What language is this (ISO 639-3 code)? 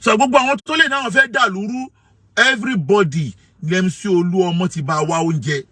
yor